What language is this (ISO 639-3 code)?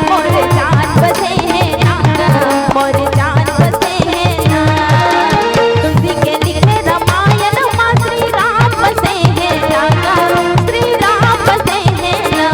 hne